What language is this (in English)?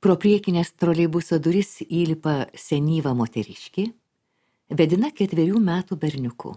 Lithuanian